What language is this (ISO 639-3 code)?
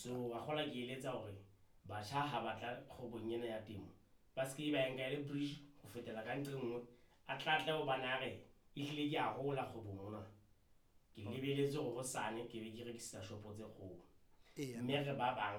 sot